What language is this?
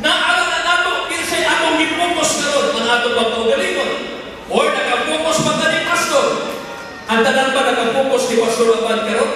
Cebuano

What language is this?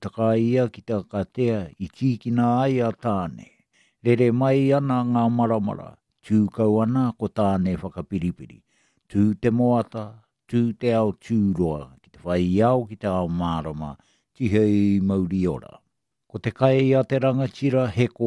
Māori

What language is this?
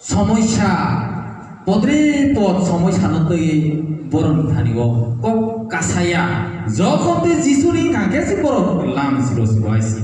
Kok Borok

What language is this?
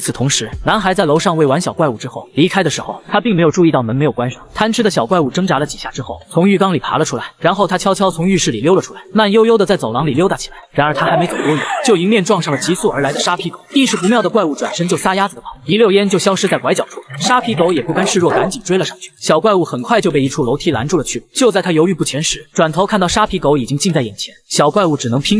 Chinese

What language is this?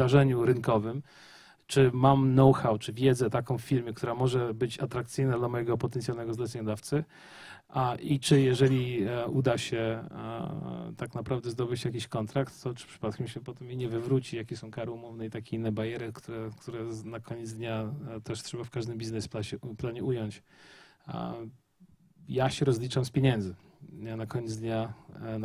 Polish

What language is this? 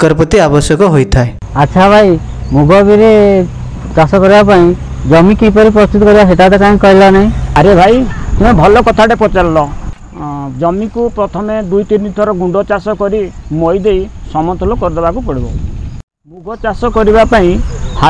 Odia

